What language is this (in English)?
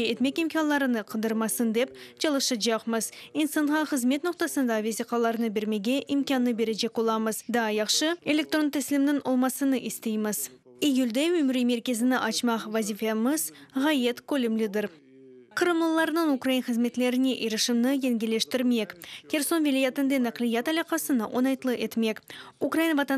Crimean Tatar